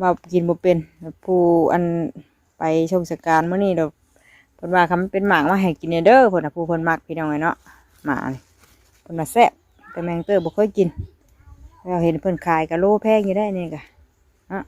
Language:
Northeastern Thai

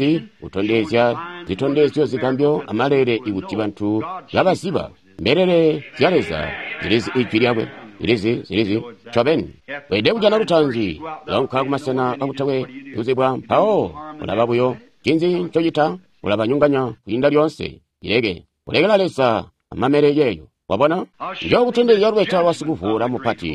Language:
Tonga (Zambia)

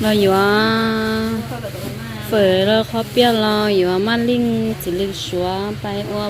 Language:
Hmong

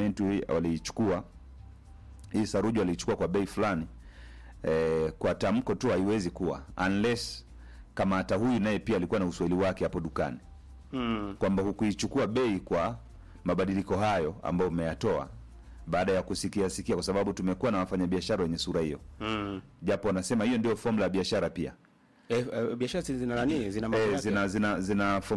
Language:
Swahili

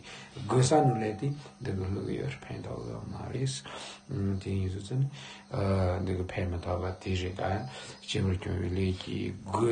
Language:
Tibetan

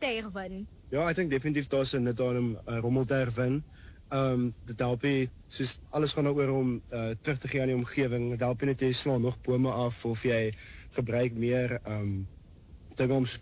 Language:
Afrikaans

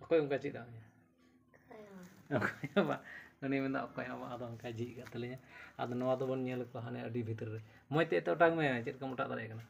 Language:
Santali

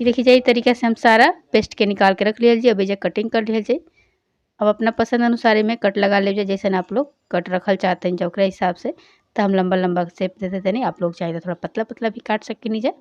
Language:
Bhojpuri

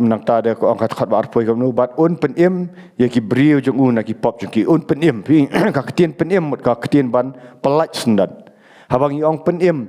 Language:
Khasi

